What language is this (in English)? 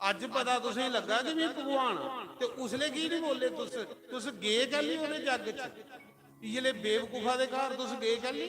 Dogri